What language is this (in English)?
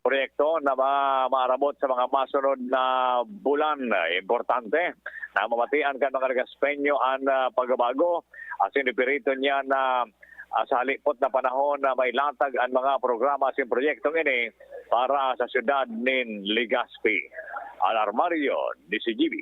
Bikol